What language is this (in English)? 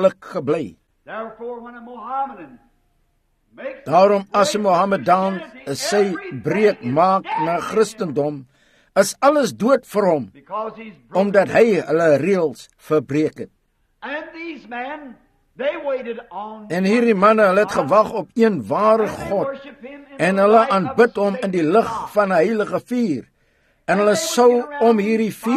Afrikaans